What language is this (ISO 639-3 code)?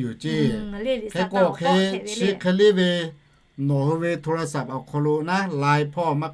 lhu